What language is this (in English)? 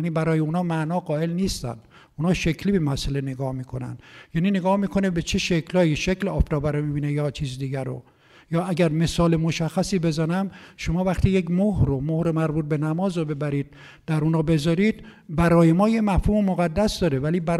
Persian